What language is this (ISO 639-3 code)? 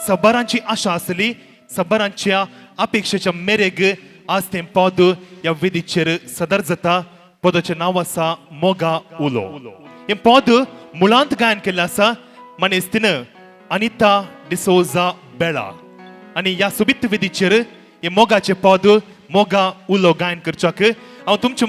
kok